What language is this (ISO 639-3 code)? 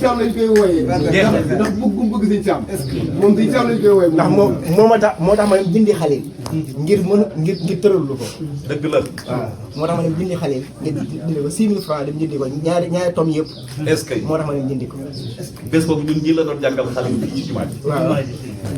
wol